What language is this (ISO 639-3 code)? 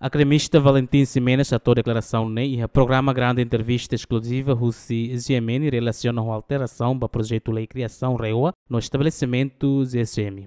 tet